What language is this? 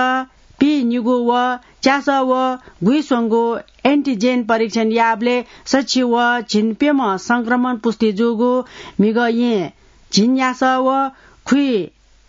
Newari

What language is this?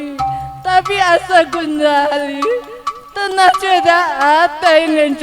Batak Karo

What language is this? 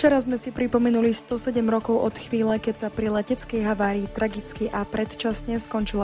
Slovak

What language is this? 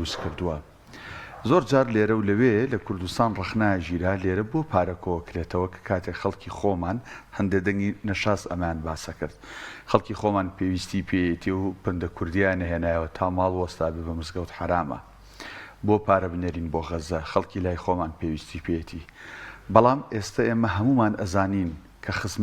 Central Kurdish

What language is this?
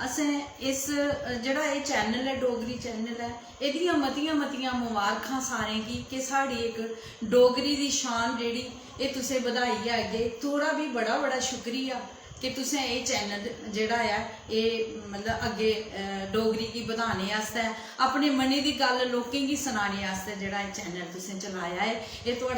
Dogri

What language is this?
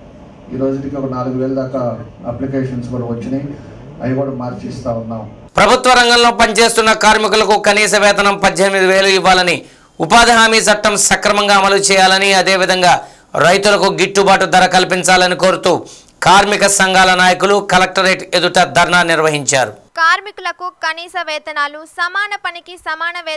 Telugu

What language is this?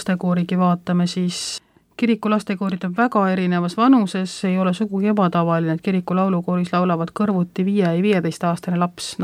Estonian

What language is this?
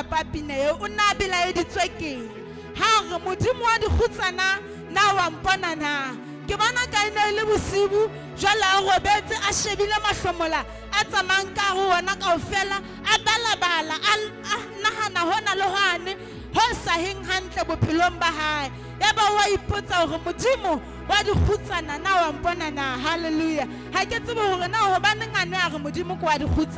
Southern Sotho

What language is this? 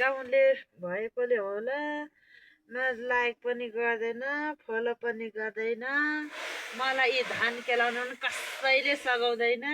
Nepali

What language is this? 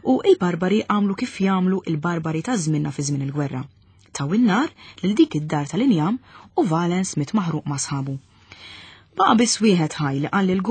Maltese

